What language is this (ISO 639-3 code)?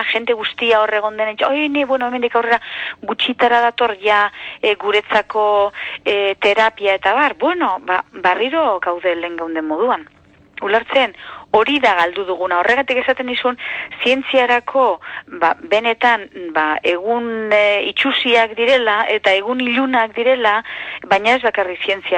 eus